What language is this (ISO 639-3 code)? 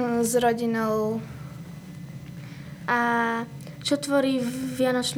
slk